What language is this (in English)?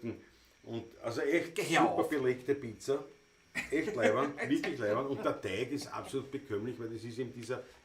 Bavarian